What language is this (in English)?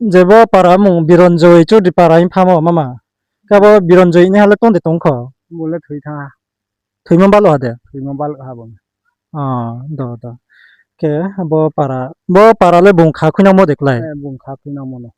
Riang (India)